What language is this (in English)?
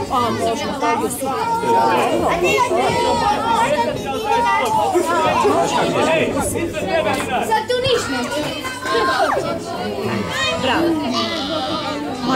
Croatian